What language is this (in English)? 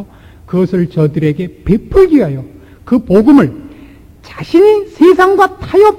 Korean